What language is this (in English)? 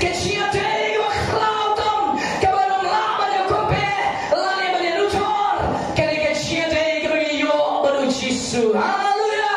Khasi